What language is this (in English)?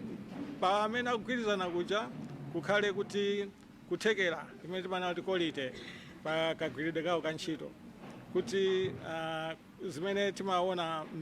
Nyanja